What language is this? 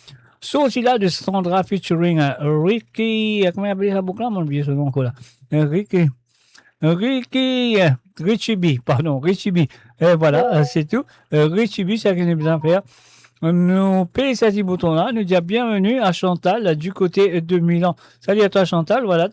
Morisyen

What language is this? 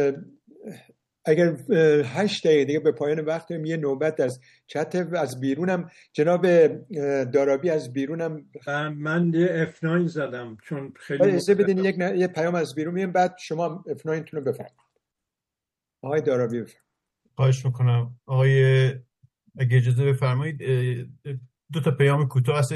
Persian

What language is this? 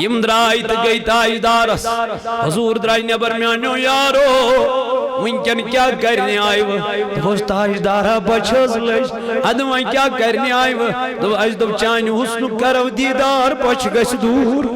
Kashmiri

